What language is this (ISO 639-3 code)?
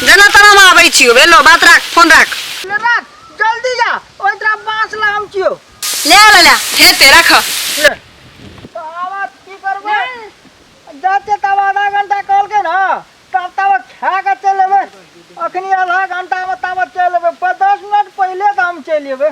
mai